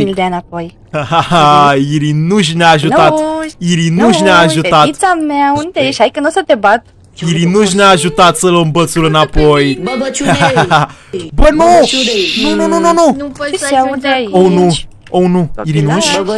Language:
Romanian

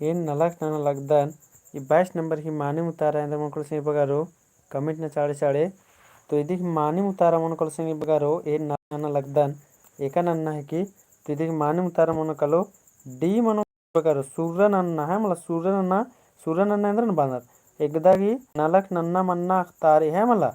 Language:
Kurukh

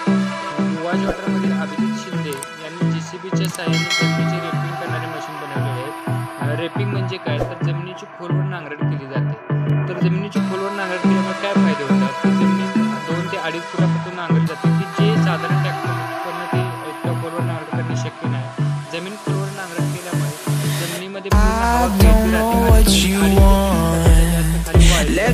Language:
Marathi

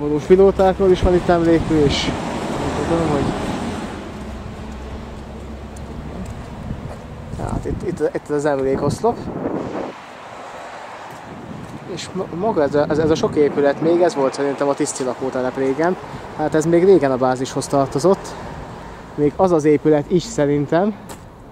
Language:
Hungarian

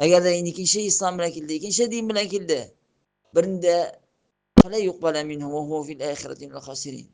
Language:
Tatar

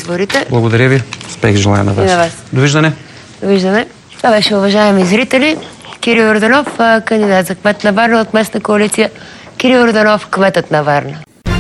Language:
Bulgarian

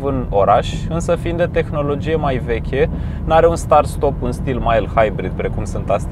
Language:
Romanian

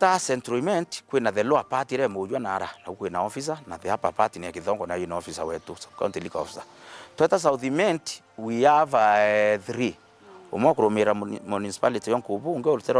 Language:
Meru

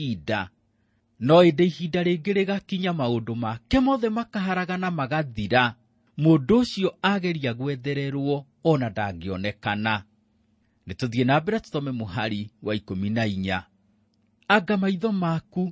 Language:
Kikuyu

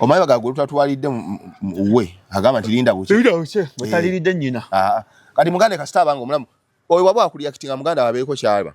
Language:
Ganda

